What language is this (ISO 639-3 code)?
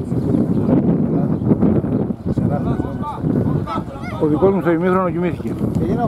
ell